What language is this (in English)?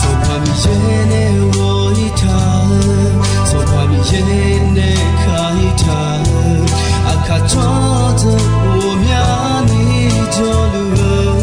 Akha